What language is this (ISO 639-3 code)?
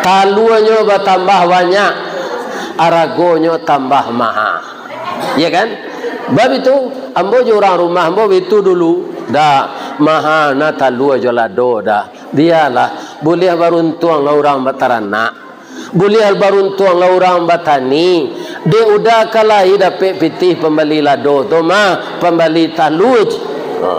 min